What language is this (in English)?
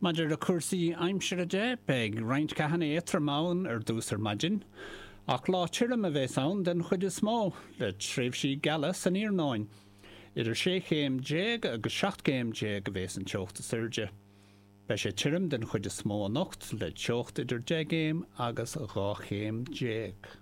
Irish